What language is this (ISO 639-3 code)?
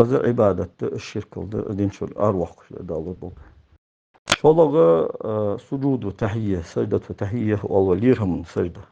inh